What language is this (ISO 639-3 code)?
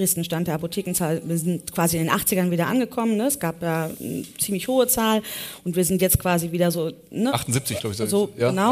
deu